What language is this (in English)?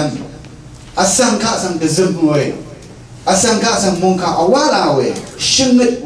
Rawang